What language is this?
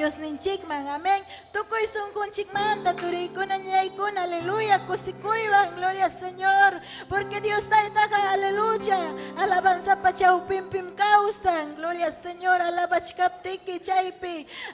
Ayacucho Quechua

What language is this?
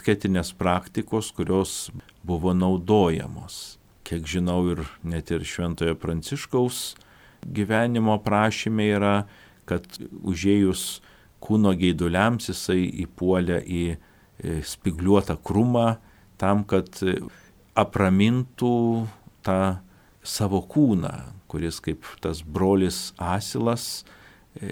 Lithuanian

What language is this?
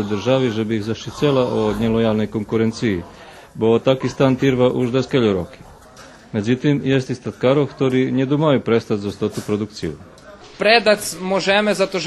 Rusyn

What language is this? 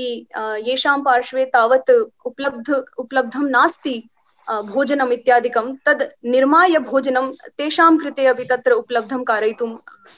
Sanskrit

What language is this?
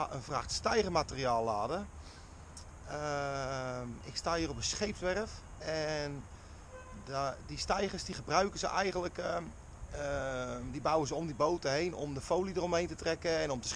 Dutch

